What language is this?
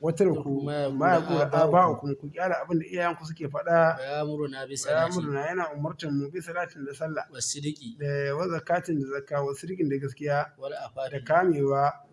Hausa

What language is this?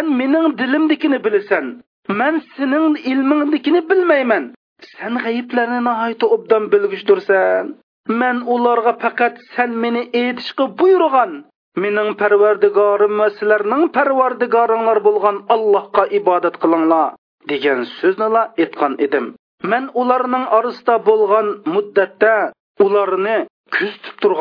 Uyghur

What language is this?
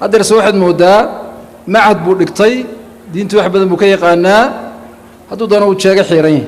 Somali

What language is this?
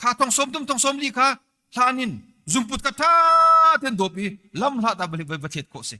Hakha Chin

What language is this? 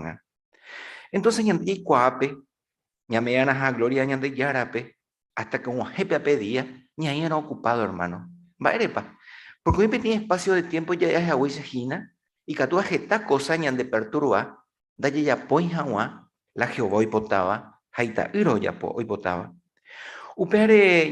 Guarani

